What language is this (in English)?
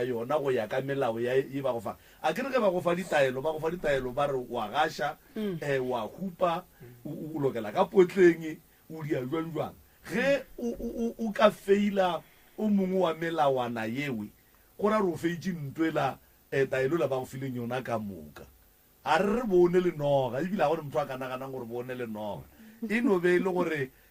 Northern Sotho